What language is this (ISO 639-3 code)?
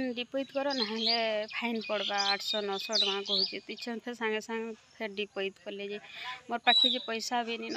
spv